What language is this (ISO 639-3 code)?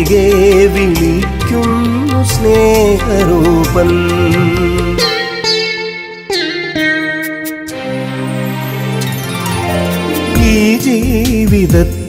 mal